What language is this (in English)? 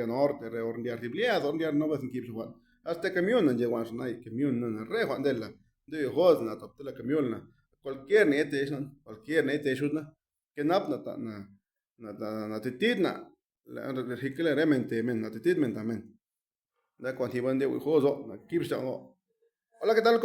Zapotec